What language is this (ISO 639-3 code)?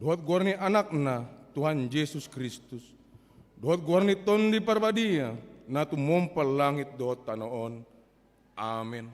bbc